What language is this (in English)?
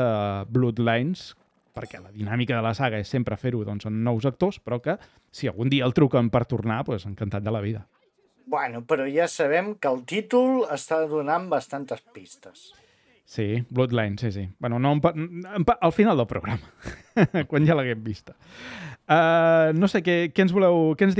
Catalan